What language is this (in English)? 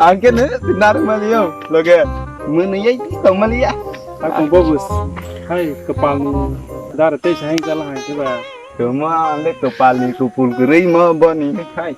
Kok Borok